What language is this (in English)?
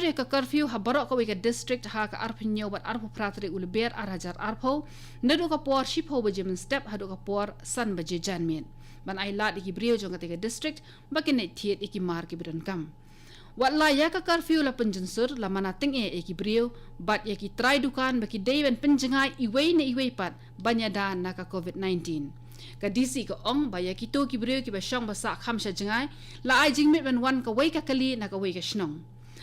Khasi